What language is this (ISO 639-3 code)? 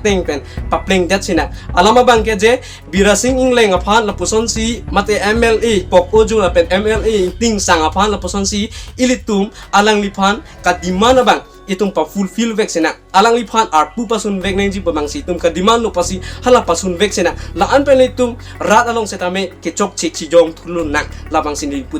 mjw